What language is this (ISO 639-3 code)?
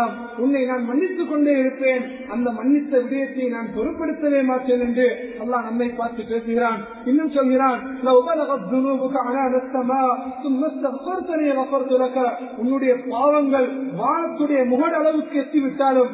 tam